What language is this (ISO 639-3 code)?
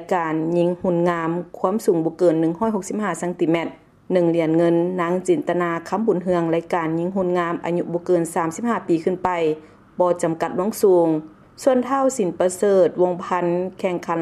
lao